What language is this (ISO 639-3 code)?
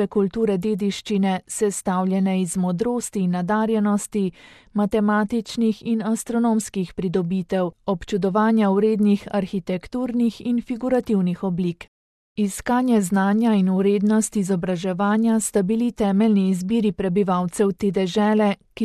slv